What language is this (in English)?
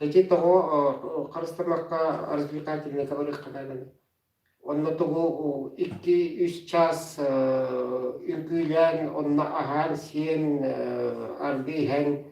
Yakut